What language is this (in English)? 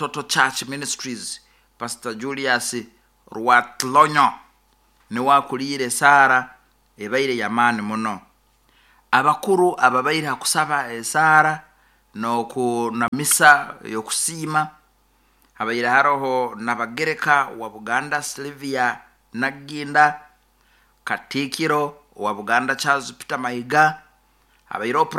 Nyoro